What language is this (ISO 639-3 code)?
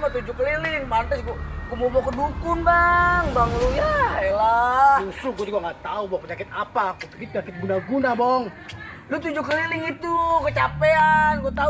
bew